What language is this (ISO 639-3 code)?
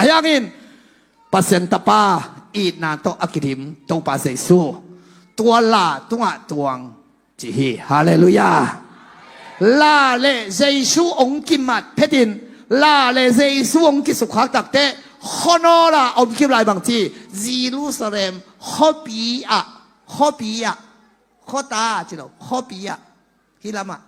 ctd